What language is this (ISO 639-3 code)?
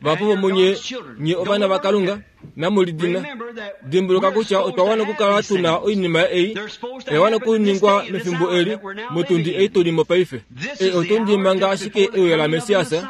kua